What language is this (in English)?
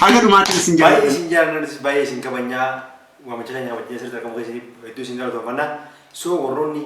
Oromo